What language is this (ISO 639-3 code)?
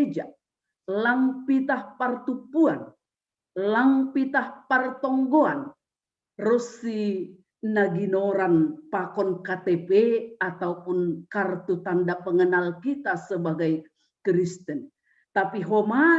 bts